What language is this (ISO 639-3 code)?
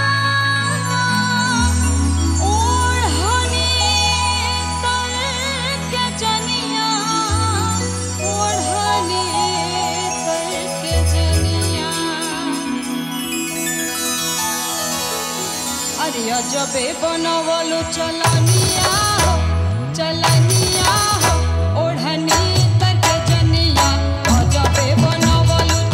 bho